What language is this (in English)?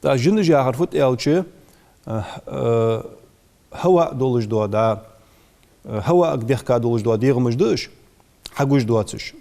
Ingush